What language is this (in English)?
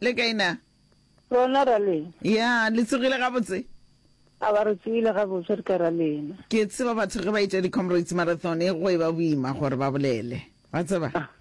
Northern Sotho